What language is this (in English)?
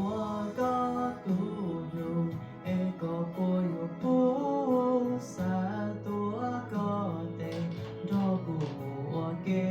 Hmong